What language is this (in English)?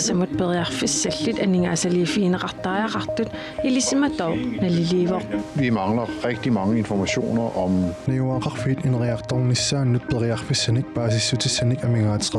Kalaallisut